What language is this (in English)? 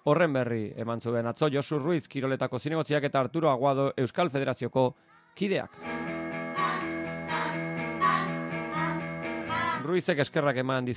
Basque